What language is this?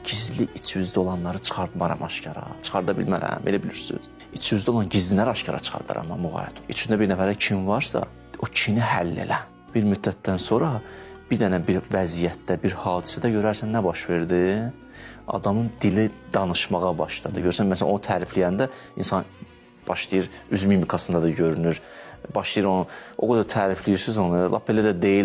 Azerbaijani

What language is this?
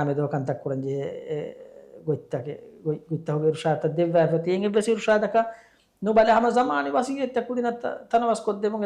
Divehi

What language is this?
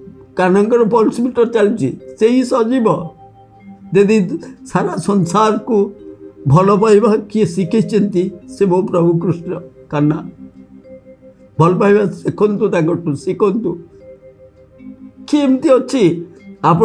Odia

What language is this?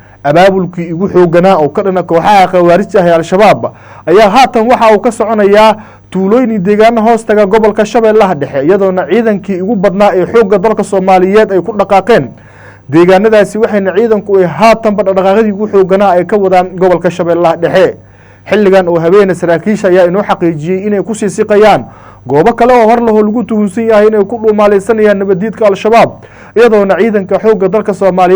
Somali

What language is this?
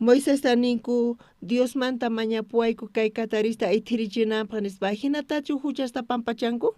South Bolivian Quechua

